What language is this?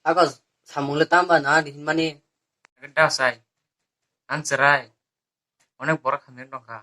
Kok Borok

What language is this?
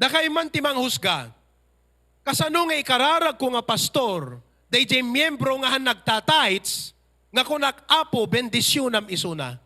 Iloko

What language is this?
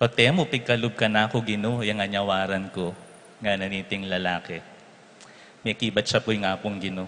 Pampanga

